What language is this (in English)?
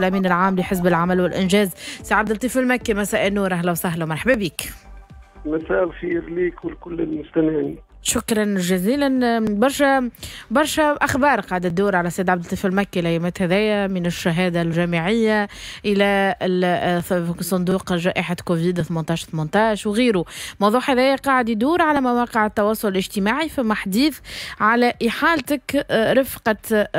Tunisian Arabic